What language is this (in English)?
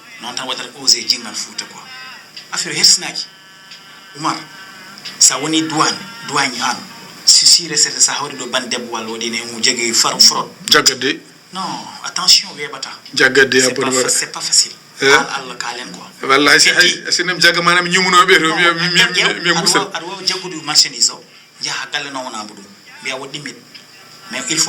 Fula